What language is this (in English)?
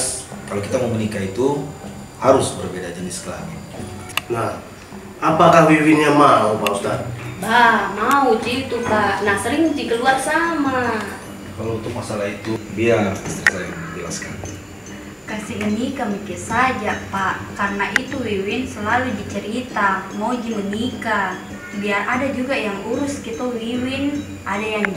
Makassar Malay